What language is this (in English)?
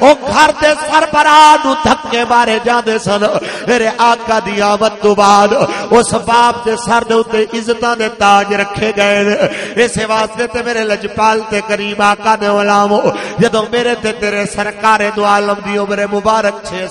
Western Panjabi